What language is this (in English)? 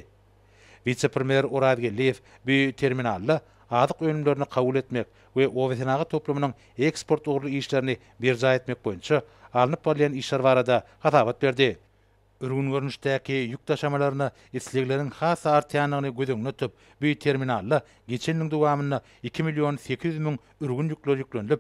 Turkmen